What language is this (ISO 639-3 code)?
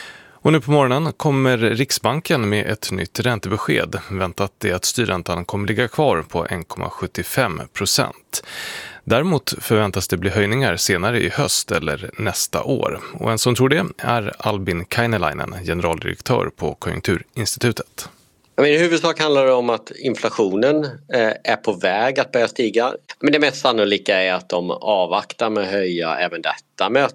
swe